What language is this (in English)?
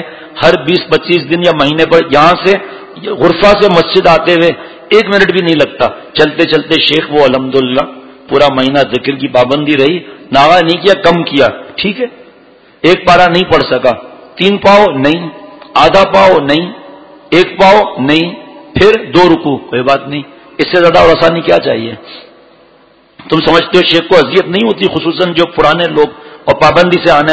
Urdu